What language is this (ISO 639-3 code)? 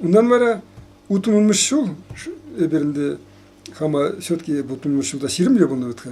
chv